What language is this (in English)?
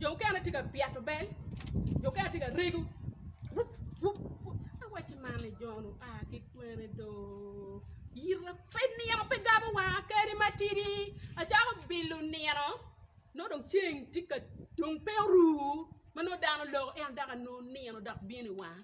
Acoli